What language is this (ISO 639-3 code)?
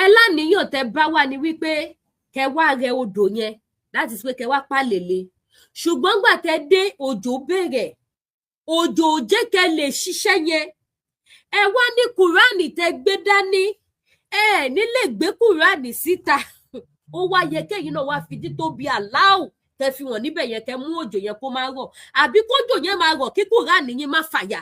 yor